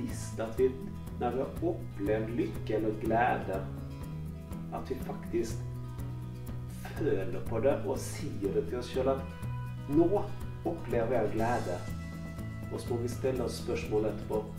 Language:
Norwegian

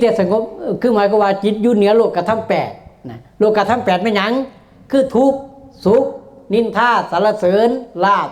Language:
Northeastern Thai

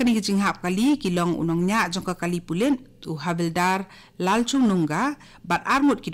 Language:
Khasi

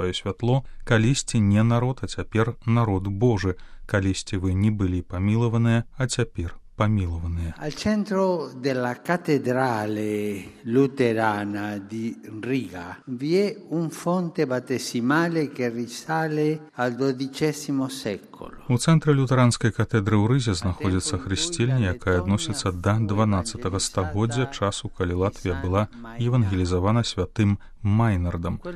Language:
Belarusian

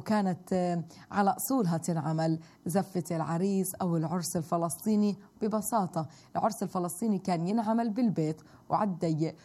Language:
South Levantine Arabic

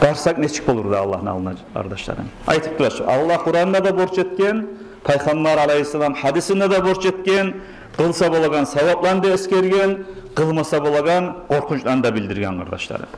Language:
Kumyk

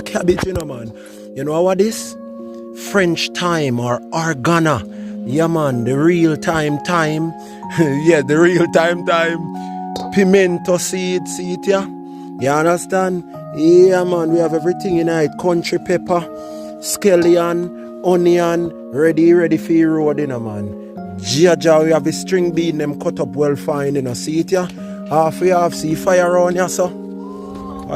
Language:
Jamaican Creole English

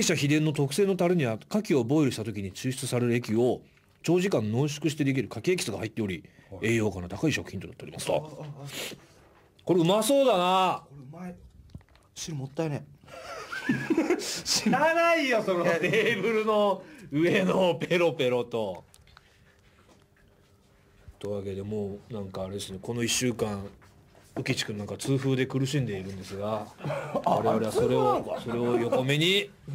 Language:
Japanese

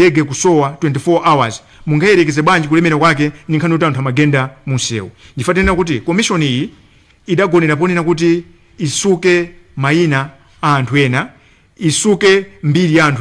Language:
Nyanja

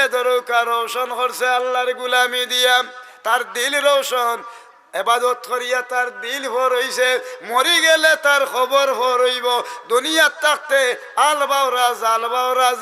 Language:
Sylheti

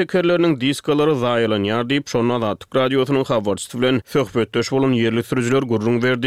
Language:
Turkmen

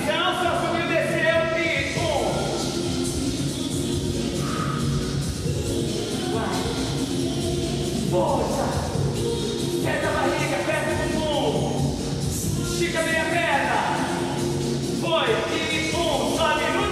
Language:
Portuguese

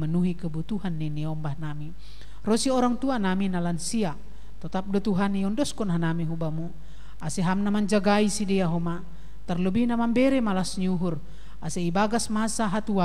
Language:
Batak Simalungun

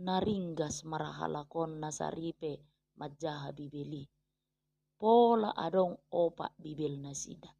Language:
Batak Toba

